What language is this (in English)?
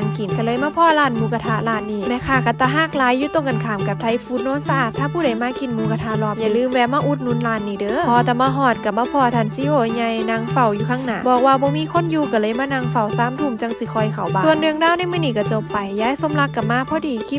Northeastern Thai